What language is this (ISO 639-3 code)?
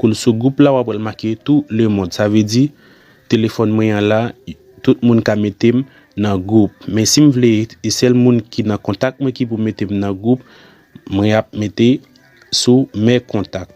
hat